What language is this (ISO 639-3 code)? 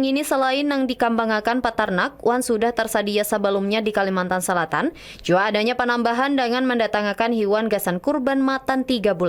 bjn